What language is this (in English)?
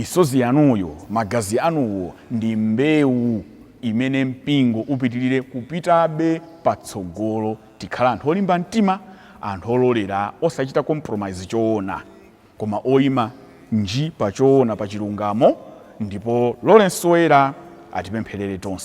Nyanja